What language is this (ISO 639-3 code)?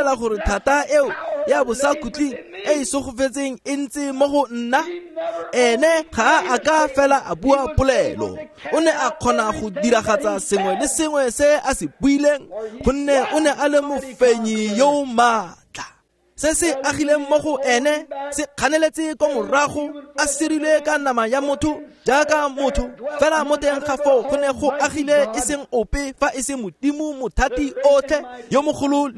tsn